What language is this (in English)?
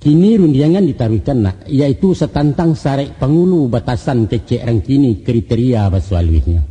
Minangkabau